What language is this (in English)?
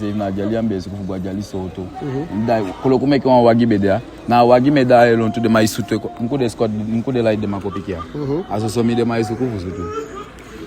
Eastern Maroon Creole